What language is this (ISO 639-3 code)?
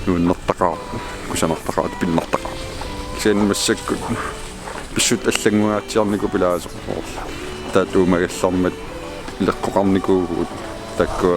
kal